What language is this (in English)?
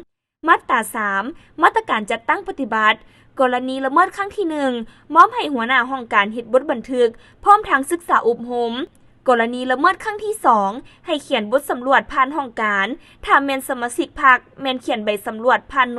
Lao